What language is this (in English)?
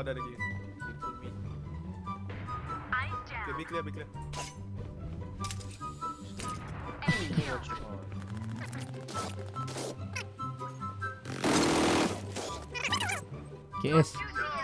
Malay